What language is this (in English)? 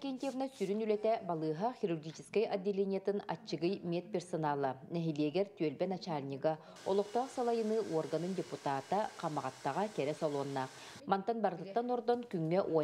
Yakut